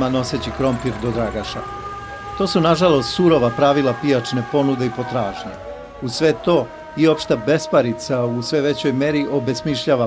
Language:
Serbian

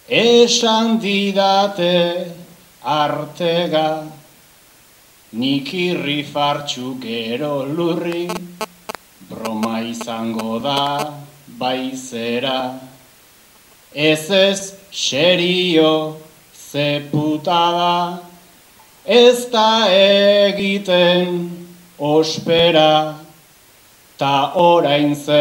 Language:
Basque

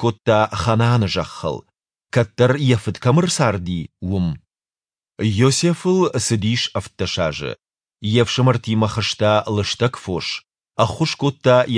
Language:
Ossetic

